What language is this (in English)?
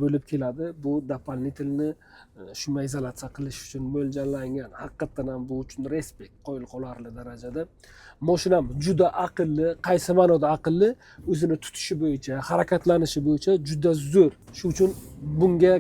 Uzbek